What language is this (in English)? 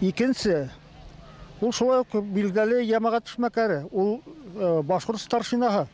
Bashkir